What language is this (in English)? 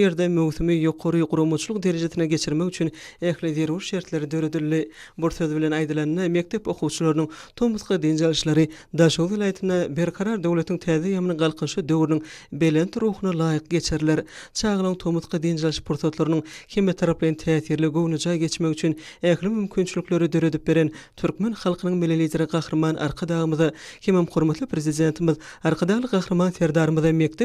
Turkmen